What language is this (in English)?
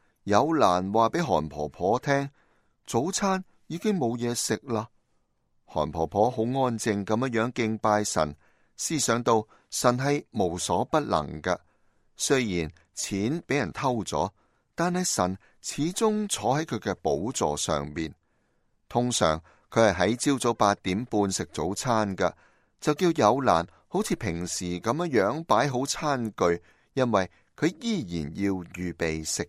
Cantonese